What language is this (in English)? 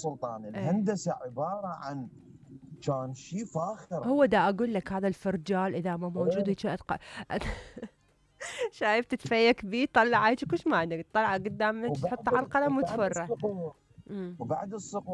Mesopotamian Arabic